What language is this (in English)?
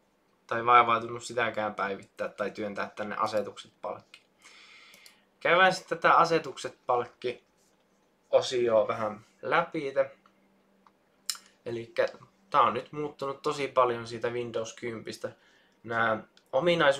Finnish